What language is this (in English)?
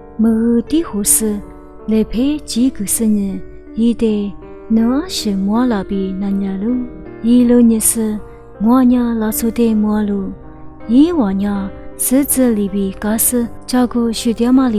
Lisu